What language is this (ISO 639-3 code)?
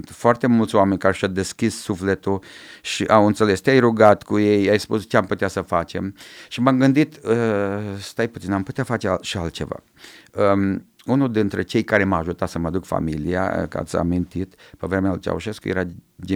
ron